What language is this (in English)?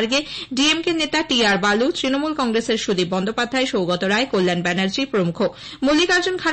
Bangla